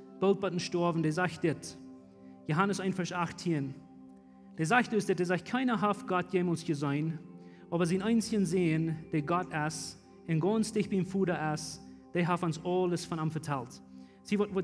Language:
Plautdietsch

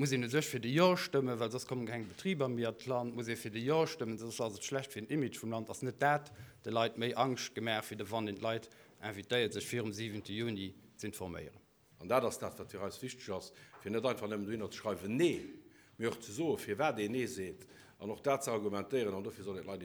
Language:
Luxembourgish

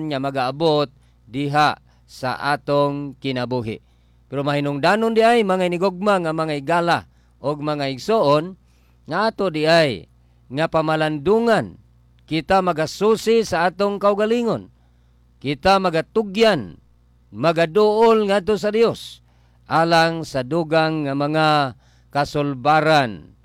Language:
Cebuano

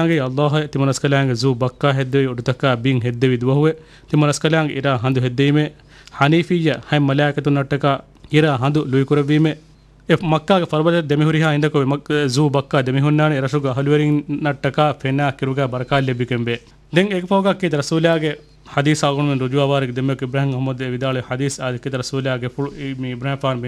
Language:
Divehi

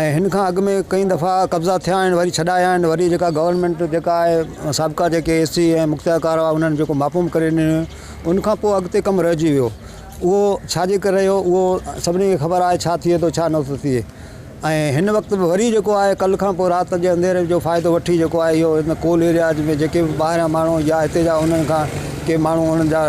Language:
Sindhi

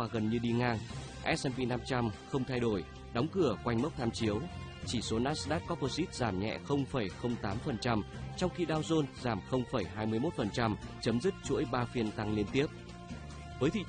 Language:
Vietnamese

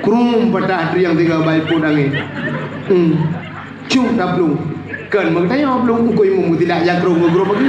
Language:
Achinese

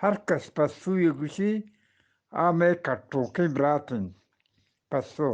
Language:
Eastern Balochi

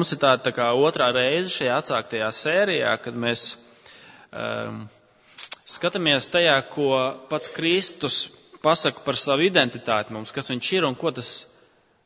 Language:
Latvian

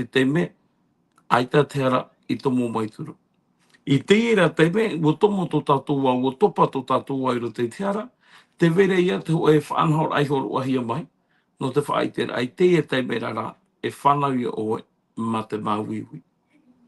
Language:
Tahitian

